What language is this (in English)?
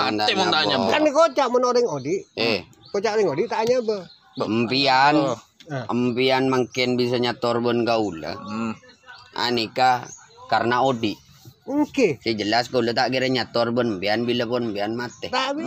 Madurese